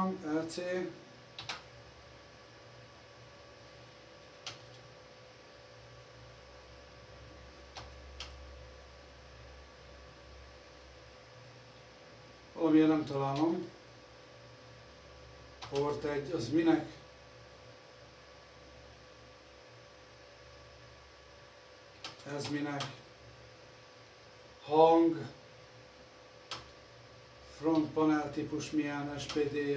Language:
Hungarian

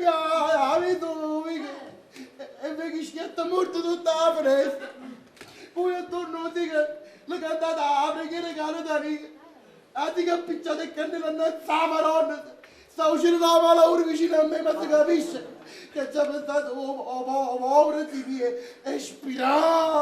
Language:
Neapolitan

